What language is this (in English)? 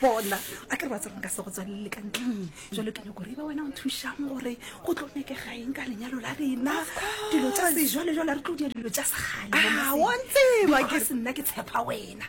Northern Sotho